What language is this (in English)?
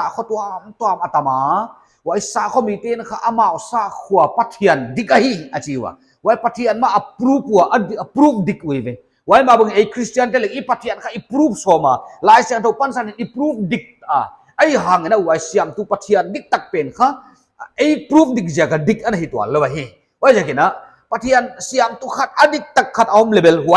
Paite Chin